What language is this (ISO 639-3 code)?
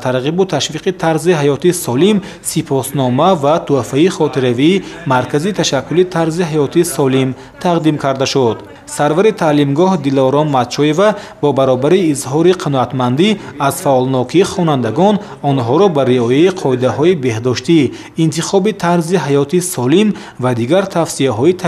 tgk